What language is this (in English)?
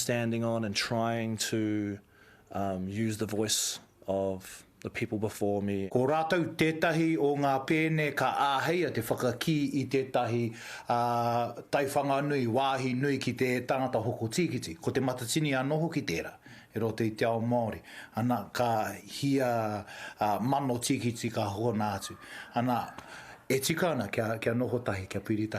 Māori